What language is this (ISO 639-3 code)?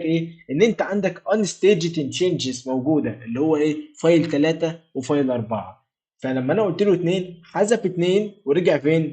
arz